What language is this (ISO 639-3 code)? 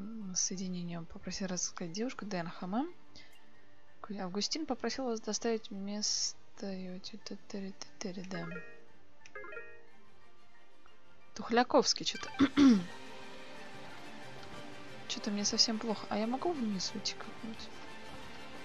rus